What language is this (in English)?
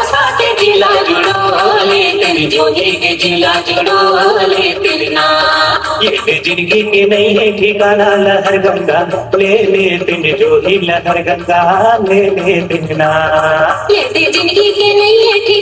Chhattisgarhi